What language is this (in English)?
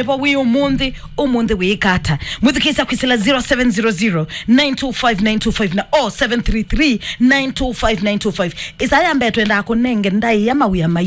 Kamba